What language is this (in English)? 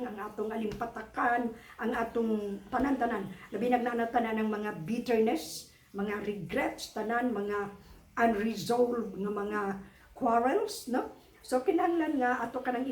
Cebuano